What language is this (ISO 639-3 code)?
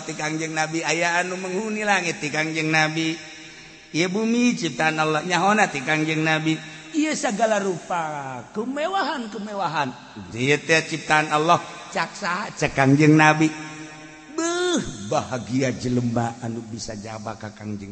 sun